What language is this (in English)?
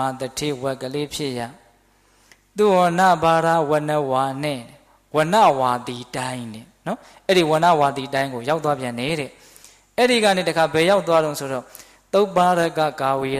Burmese